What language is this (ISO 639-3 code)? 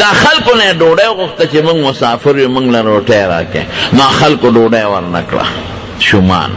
pus